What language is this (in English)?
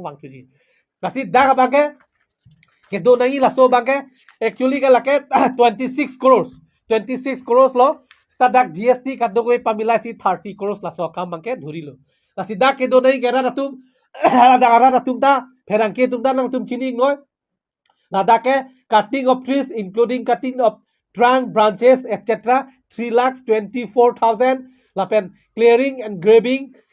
Karbi